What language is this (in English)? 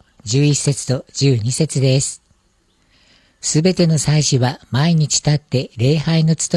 Japanese